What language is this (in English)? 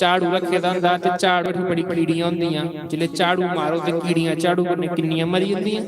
Dogri